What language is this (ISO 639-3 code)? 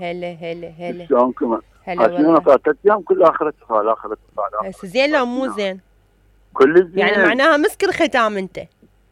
acm